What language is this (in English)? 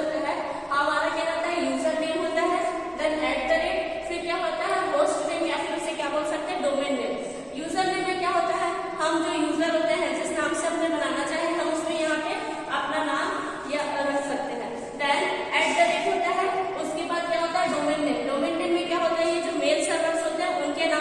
Hindi